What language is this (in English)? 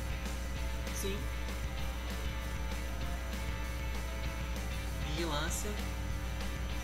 Portuguese